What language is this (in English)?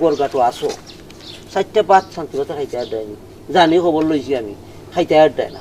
Sylheti